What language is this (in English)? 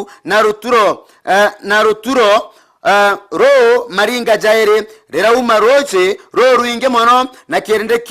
Meru